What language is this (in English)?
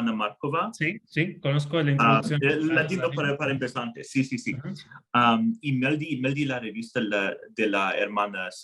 Ladino